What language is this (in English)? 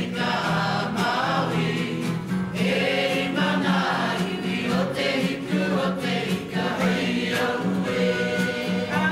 Māori